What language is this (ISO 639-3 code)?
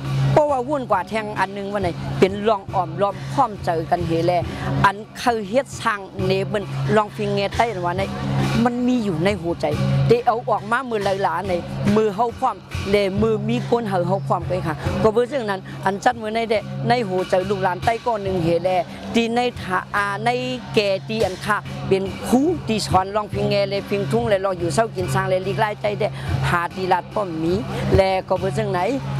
shn